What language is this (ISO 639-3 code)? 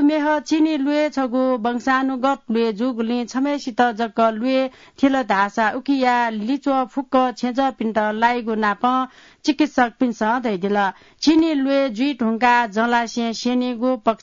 new